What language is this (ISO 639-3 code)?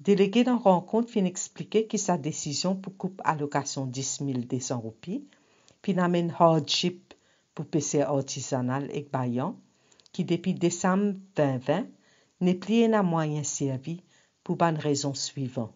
mfe